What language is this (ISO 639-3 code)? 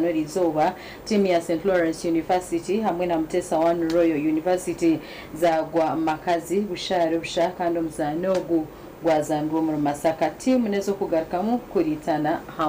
nyn